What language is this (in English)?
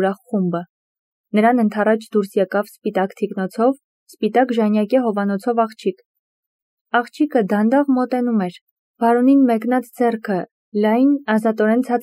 Armenian